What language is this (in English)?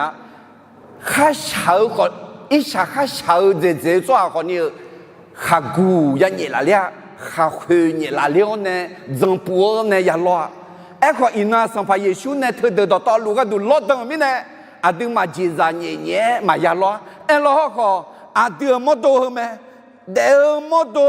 Akha